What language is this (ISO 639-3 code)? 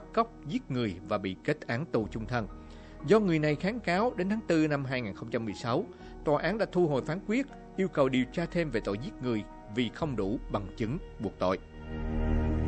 vie